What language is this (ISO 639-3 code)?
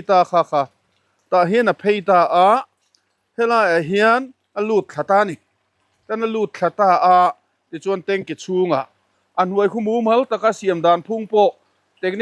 lus